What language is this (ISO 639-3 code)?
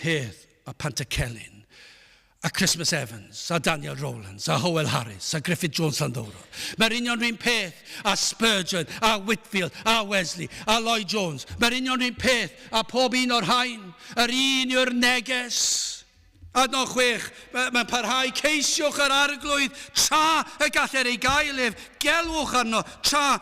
cym